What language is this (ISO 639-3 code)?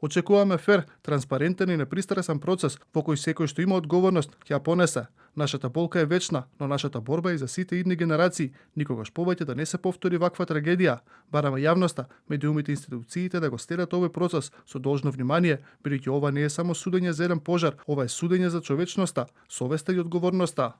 mkd